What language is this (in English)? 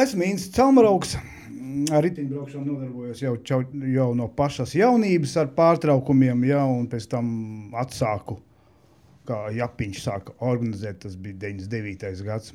Latvian